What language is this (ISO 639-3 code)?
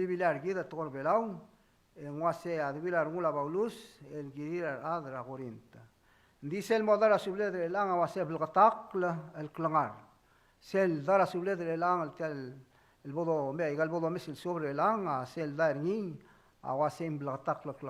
pau